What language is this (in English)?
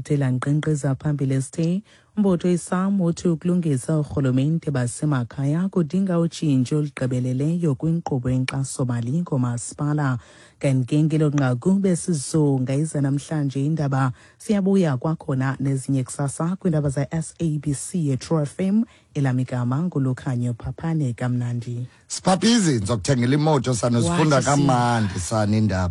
Xhosa